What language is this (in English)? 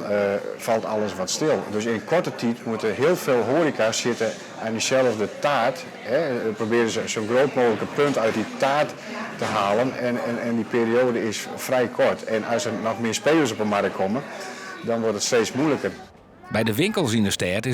Western Frisian